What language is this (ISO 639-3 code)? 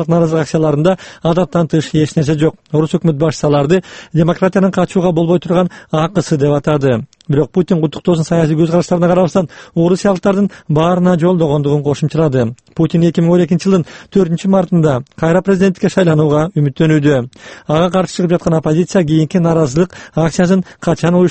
kir